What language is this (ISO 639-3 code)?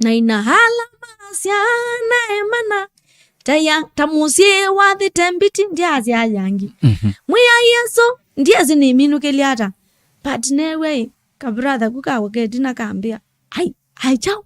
kam